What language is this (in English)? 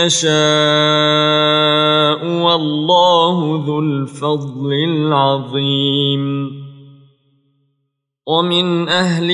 Arabic